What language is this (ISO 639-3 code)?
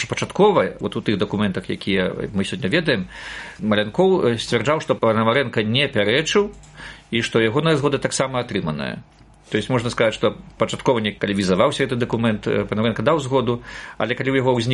bel